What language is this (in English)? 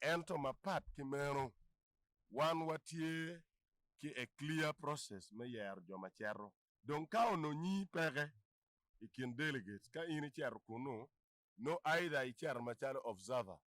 Acoli